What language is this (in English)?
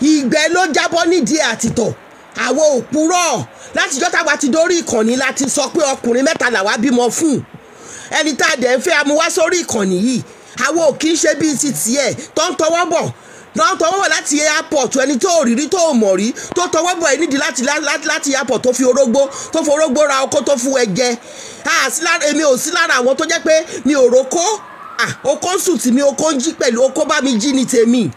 Yoruba